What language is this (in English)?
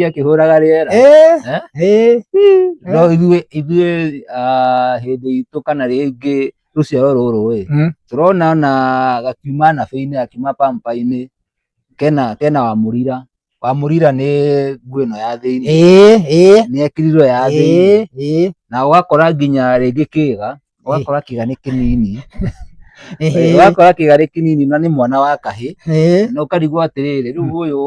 Kikuyu